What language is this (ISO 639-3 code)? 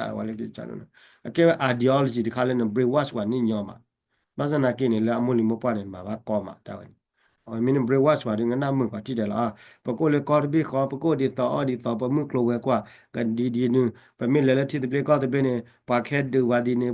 ksw